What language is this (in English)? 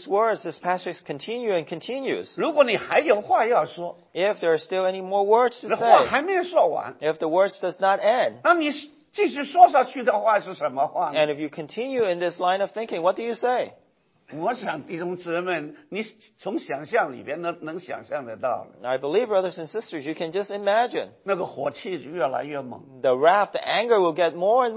Chinese